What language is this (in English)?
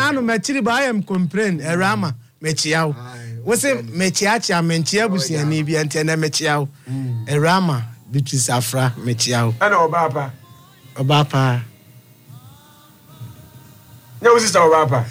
Akan